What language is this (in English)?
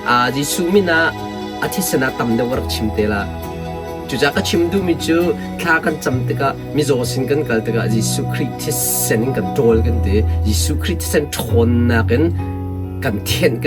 Hakha Chin